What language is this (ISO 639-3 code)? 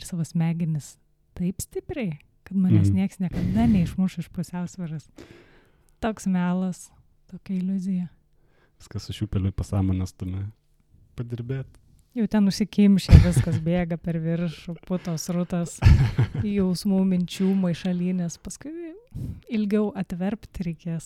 lit